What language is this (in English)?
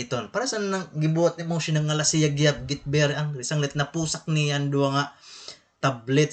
Waray